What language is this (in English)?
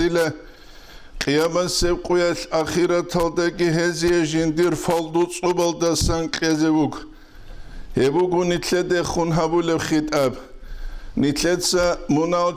Avaric